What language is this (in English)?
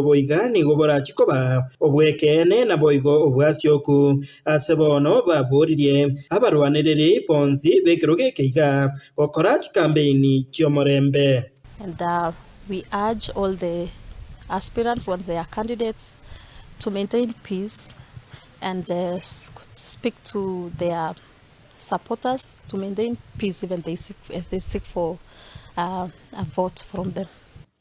Gusii